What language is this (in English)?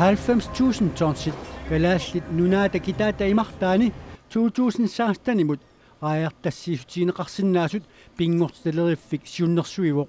Kalaallisut